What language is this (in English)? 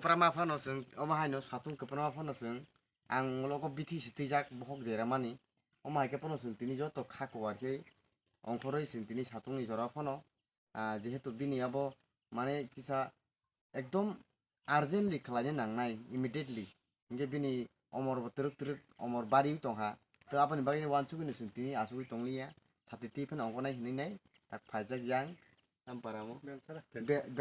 Kok Borok